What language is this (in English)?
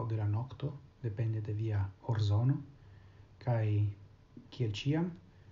Esperanto